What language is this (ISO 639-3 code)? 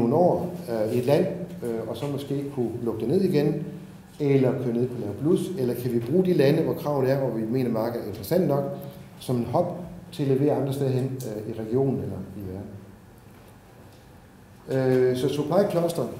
dan